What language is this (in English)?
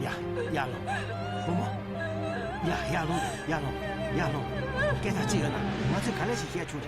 Tibetan